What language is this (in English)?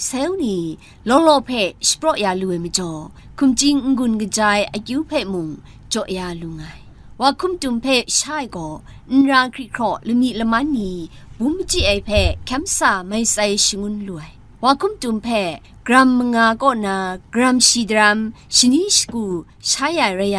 Kachin